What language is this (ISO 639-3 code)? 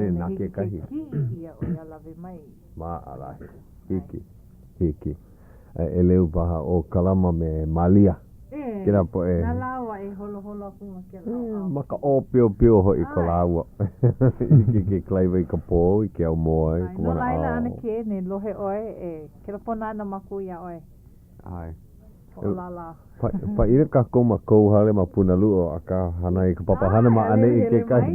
haw